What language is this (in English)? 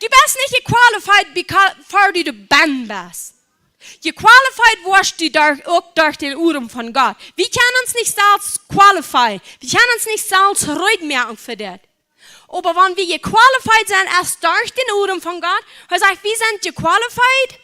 Plautdietsch